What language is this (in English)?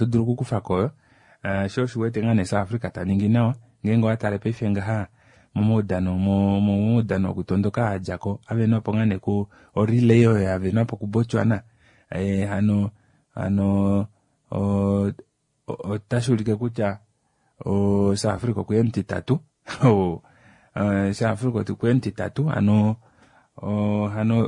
Kuanyama